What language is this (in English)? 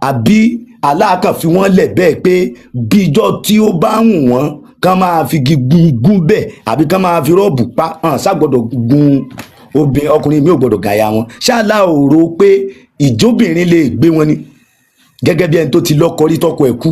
Yoruba